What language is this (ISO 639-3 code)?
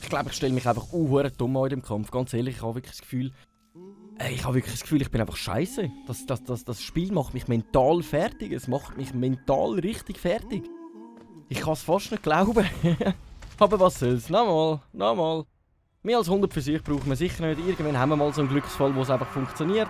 gsw